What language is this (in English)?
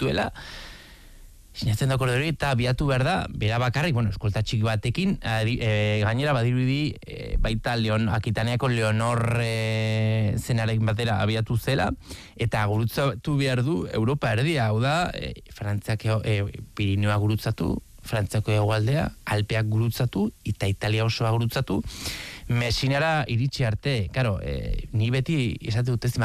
Basque